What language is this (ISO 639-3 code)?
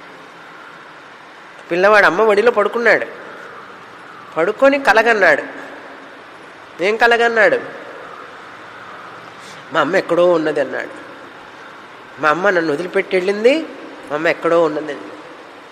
tel